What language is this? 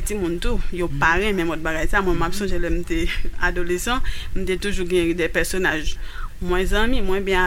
Haitian Creole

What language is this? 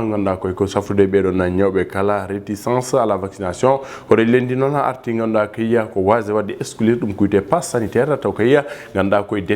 Fula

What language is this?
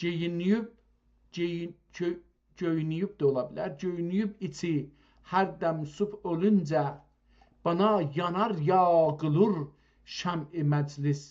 South Azerbaijani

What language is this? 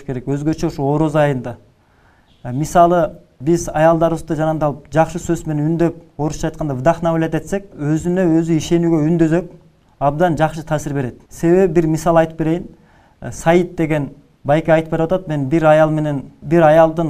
Kyrgyz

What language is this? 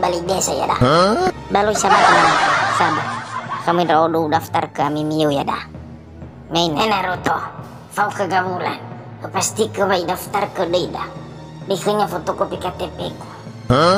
Nias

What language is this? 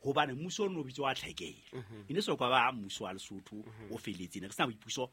Southern Sotho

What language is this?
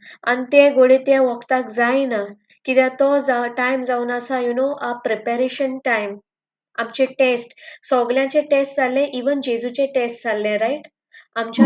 Konkani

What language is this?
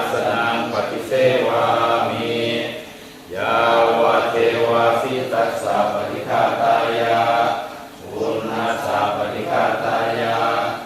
Pali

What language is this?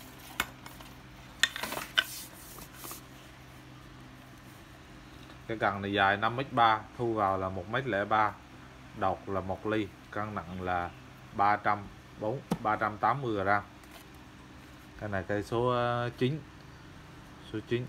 Vietnamese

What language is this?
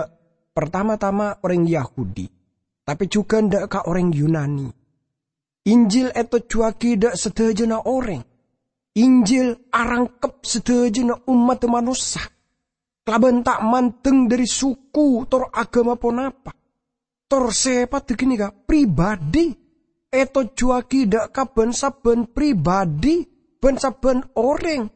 Madurese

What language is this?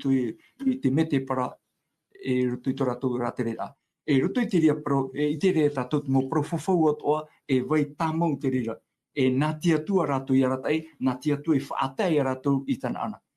Tahitian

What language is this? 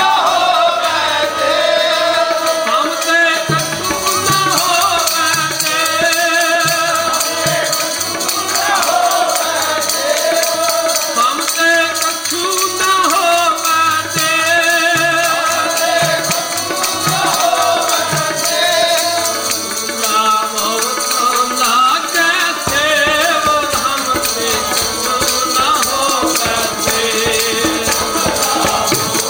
Punjabi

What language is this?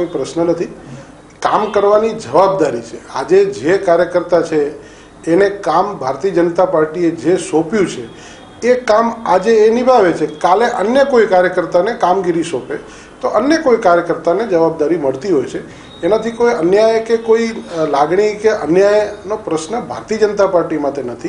Gujarati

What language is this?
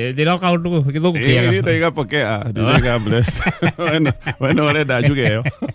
Kikuyu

